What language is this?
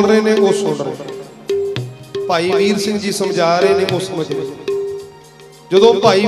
Punjabi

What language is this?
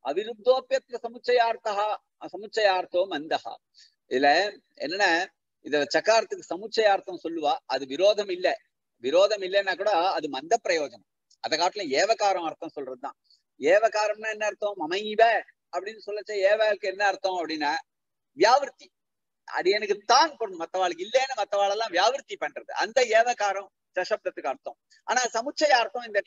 Tamil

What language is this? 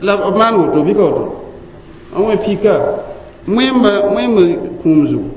Mossi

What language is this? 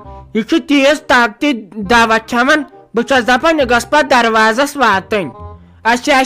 Kashmiri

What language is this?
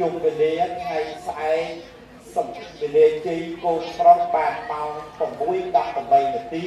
Khmer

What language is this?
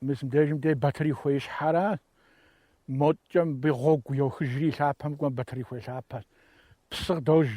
Kabardian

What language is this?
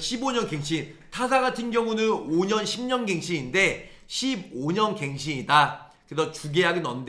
Korean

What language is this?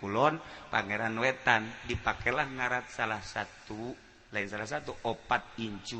Sundanese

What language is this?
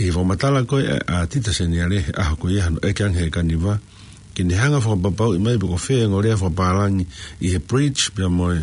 Tongan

